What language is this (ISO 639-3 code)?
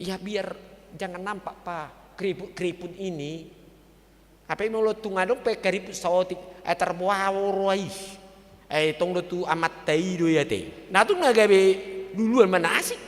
bbc